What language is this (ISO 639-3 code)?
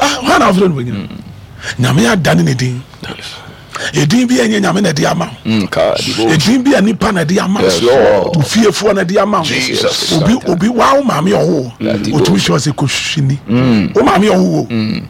aka